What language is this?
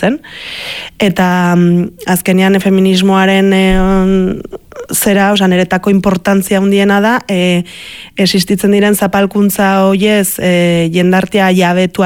Basque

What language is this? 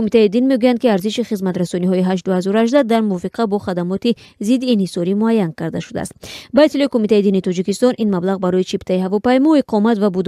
Tajik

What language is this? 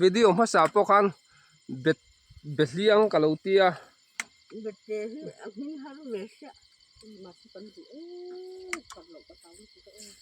Mizo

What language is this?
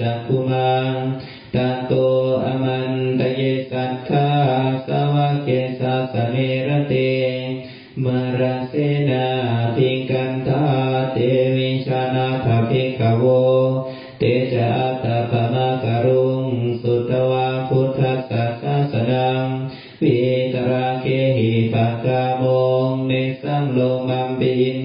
Pali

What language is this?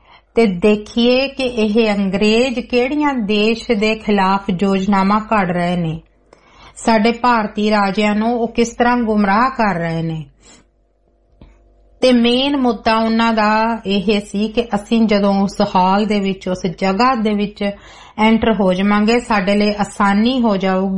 Punjabi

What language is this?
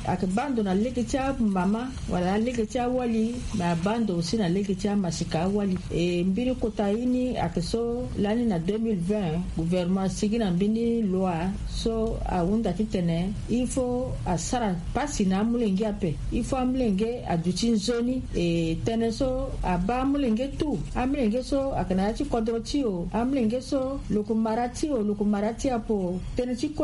Sango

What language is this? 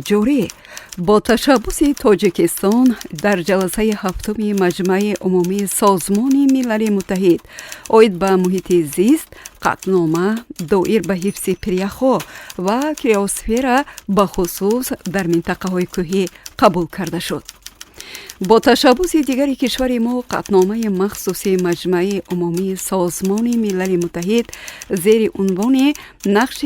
Tajik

